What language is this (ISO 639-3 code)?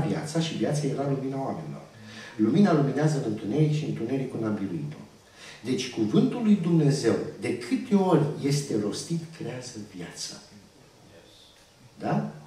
ron